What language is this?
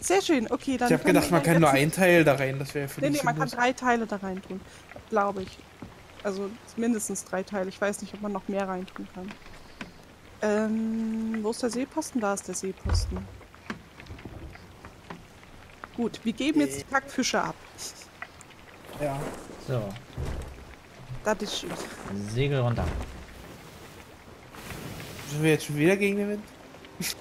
German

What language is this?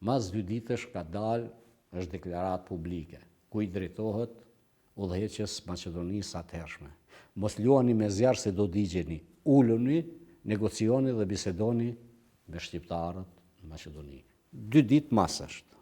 Albanian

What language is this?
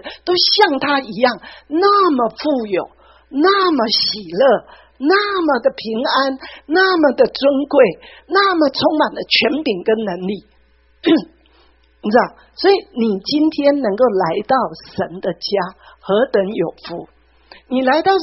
Chinese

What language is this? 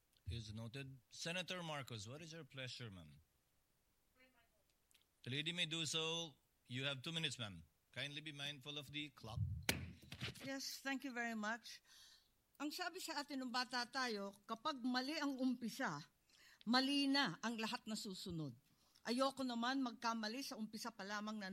Filipino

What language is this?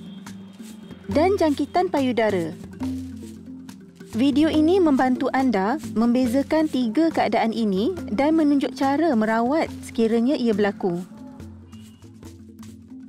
Malay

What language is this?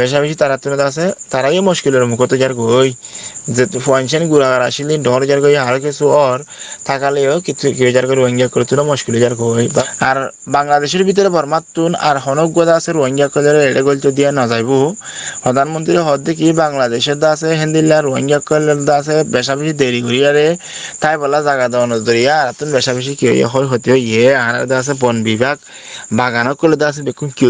Rohingya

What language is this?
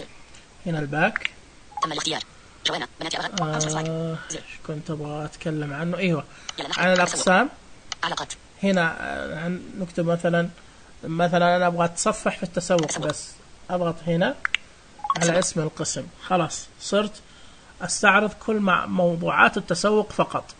Najdi Arabic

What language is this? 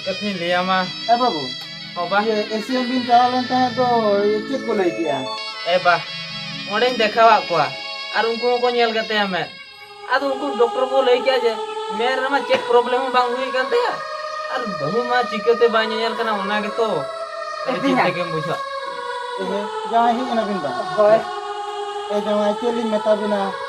Santali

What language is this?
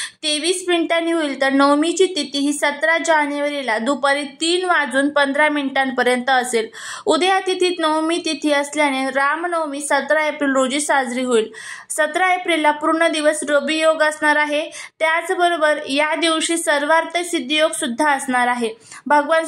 Marathi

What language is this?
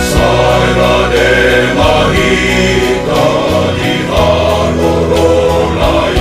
Batak Toba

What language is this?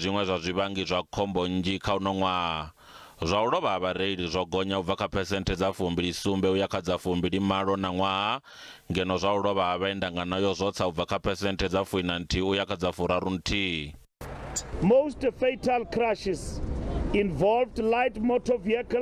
Venda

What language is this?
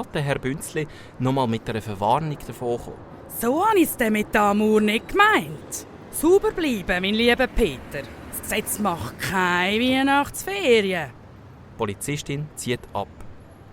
Swiss German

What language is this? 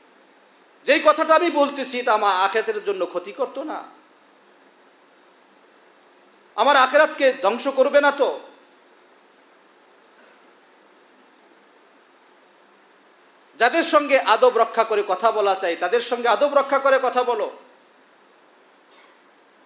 Bangla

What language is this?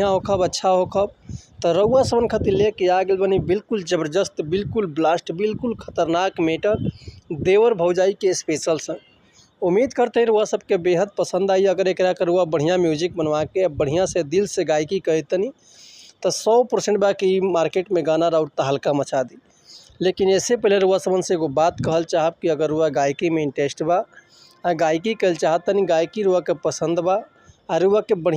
Bhojpuri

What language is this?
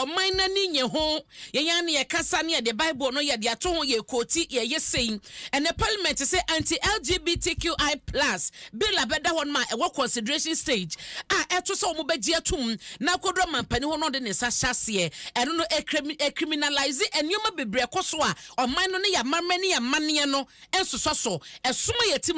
Akan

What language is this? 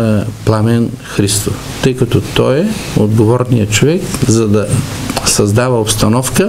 Bulgarian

